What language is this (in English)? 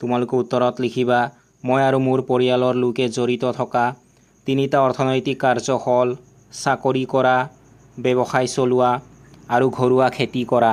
Assamese